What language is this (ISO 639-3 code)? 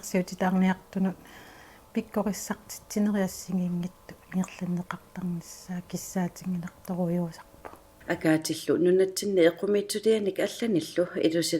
kal